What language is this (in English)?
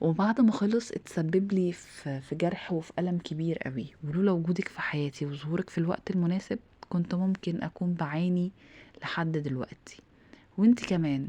Egyptian Arabic